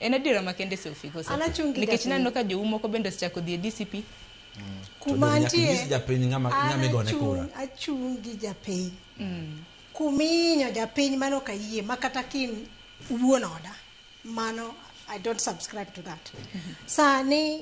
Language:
Luo (Kenya and Tanzania)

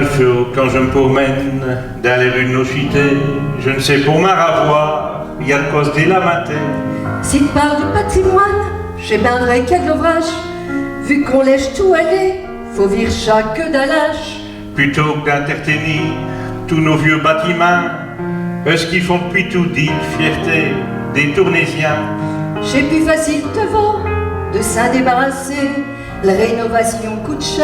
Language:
Picard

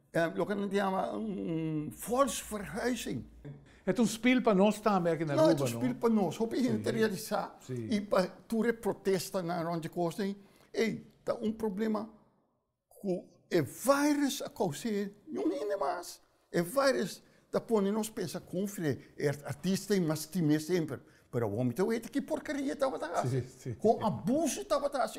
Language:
Papiamento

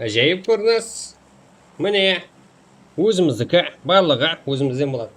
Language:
Kara-Kalpak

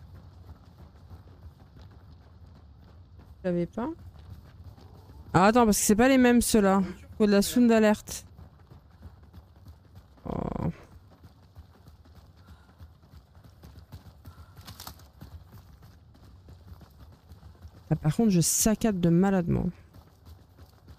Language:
French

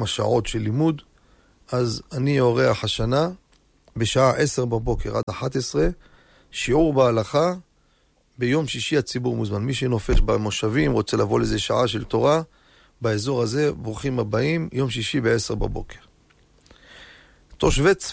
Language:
Hebrew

